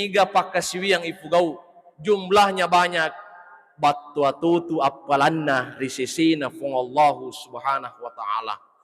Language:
Buginese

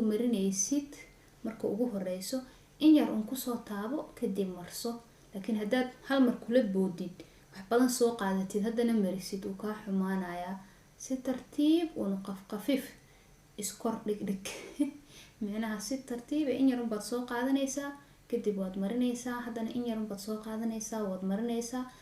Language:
Somali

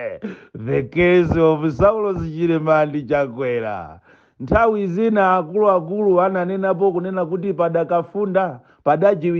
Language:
Nyanja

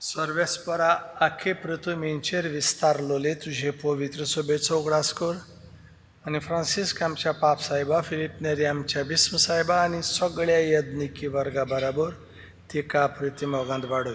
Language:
Konkani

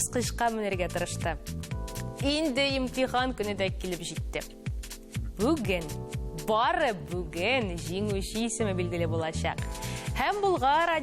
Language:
Tatar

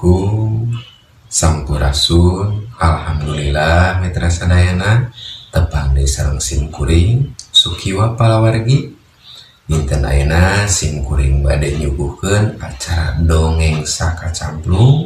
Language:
Sundanese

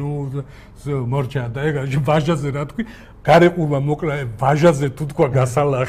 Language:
Georgian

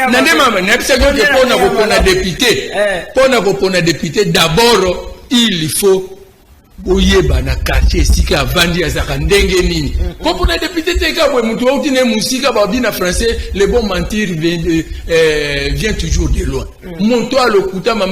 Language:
Lingala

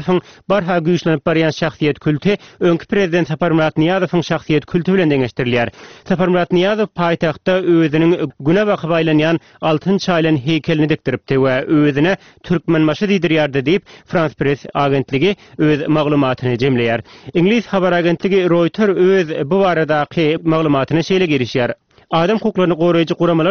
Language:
Turkmen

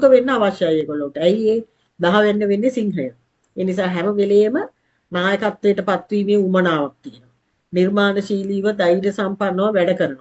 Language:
Sinhala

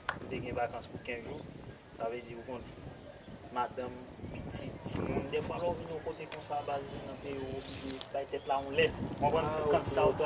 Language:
Haitian Creole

